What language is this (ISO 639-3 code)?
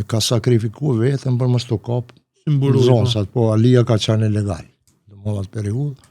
sqi